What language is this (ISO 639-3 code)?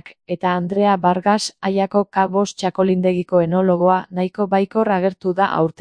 eus